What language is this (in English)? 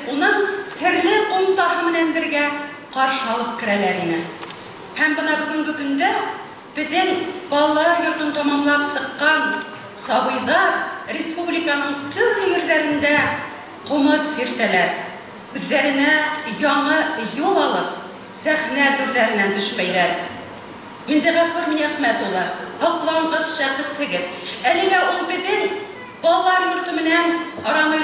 Bashkir